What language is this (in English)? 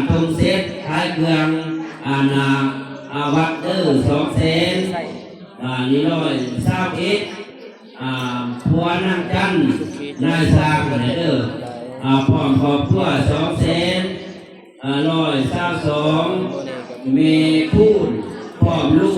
Northeastern Thai